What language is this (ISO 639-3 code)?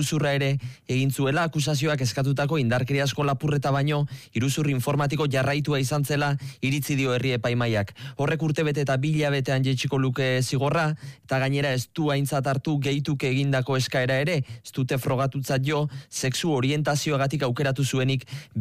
eus